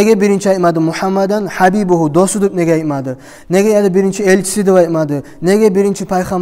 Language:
Kumyk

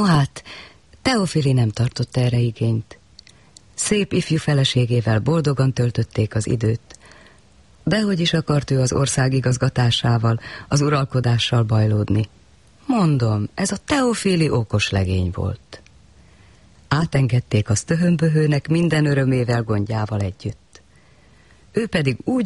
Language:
Hungarian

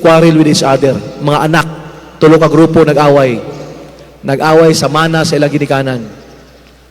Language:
Cebuano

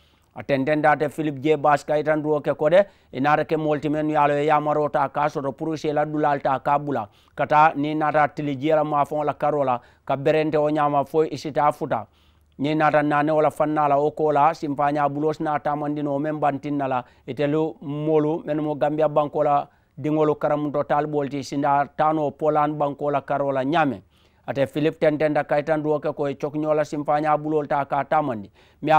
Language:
Mandingo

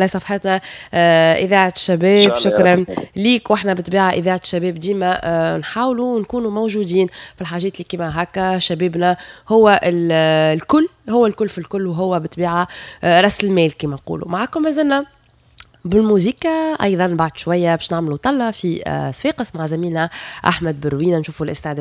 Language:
Tunisian Arabic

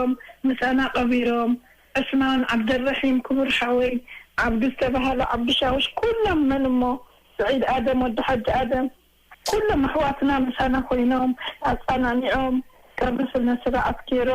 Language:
Tigrinya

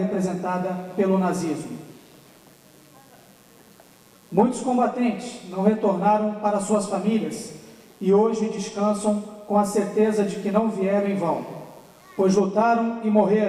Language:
Portuguese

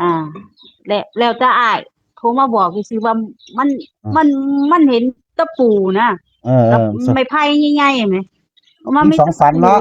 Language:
Northeastern Thai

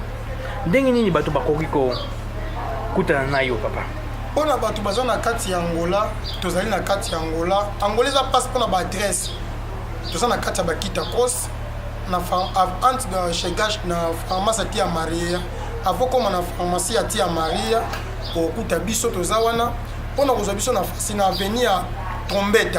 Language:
Lingala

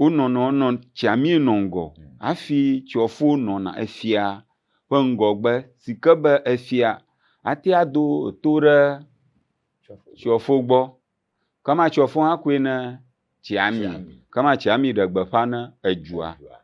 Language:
Ewe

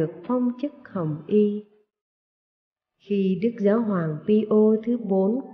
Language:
Vietnamese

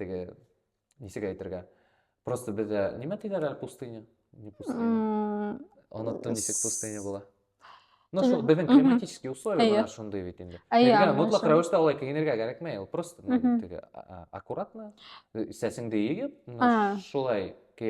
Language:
Bashkir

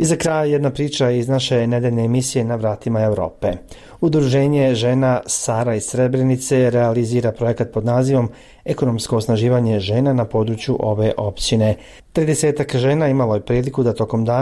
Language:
Bosnian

